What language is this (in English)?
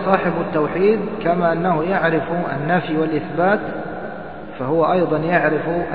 Arabic